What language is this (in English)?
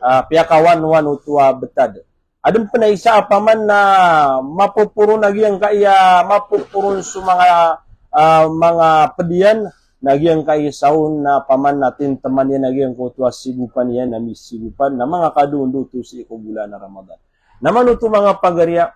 Maranao